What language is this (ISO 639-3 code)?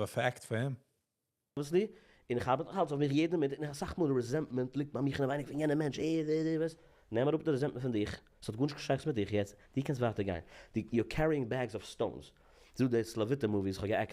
yid